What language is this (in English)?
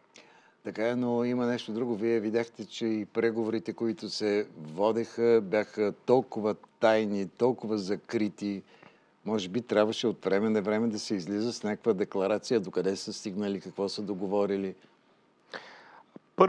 Bulgarian